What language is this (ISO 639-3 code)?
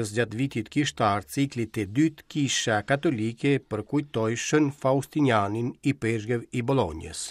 sqi